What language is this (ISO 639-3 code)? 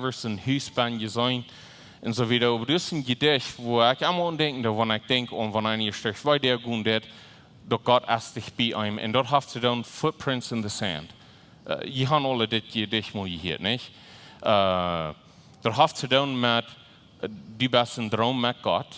pdt